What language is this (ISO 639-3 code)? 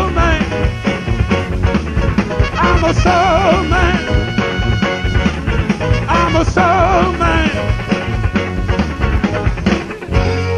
eng